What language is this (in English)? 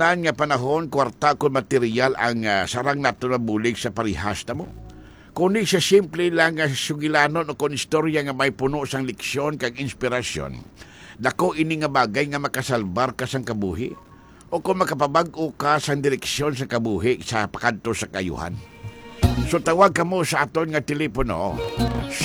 Hiligaynon